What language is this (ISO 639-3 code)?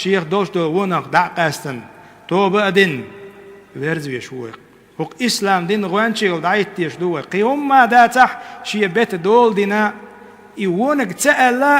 che